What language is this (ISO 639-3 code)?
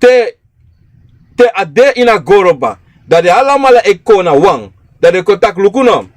srn